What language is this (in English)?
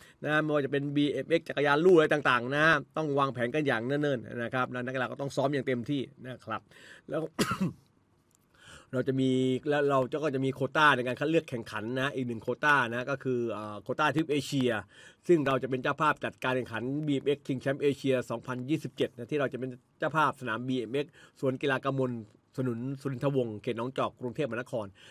Thai